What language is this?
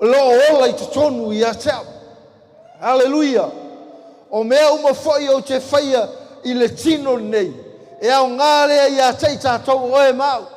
Samoan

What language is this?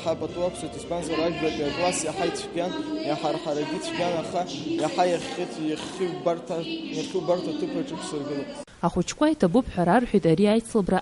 Abkhazian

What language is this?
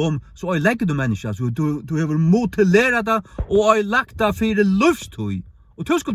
Faroese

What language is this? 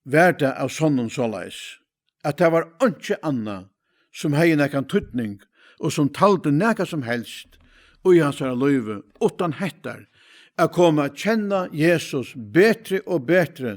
Faroese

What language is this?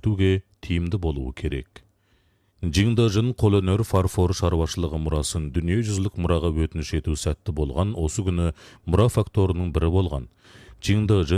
Kazakh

